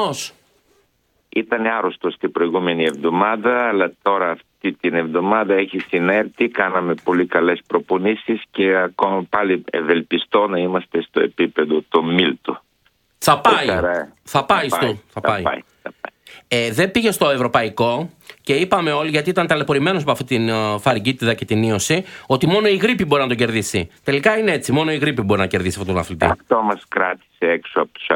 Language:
Greek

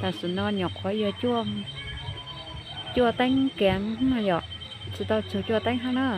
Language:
Hmong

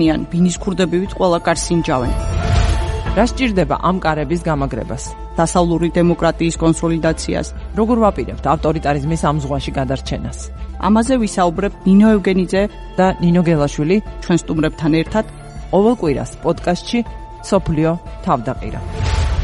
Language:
Georgian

